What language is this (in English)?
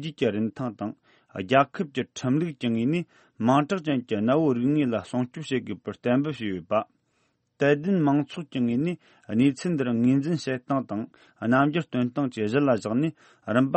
Tibetan